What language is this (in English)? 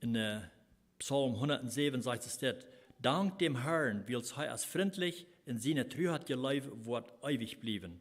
Plautdietsch